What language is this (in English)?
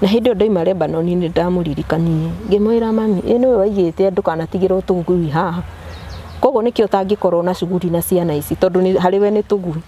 Kikuyu